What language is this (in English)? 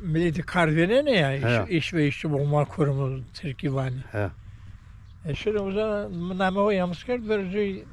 Zaza